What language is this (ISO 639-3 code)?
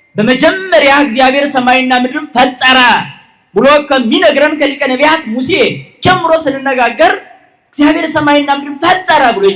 amh